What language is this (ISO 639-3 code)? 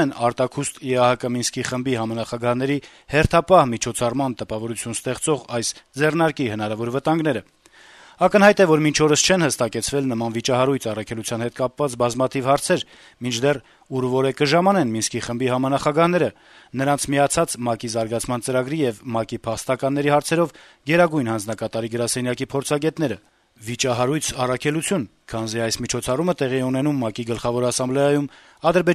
hye